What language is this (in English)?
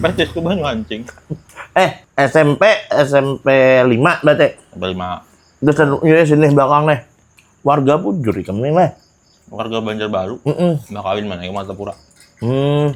Banjar